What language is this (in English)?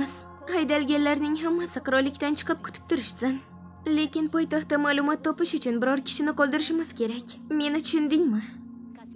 Uzbek